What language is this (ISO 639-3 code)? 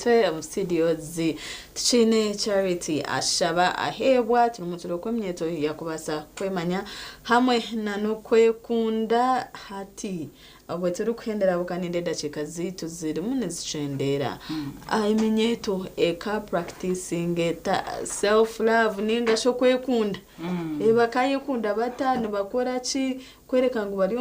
nyn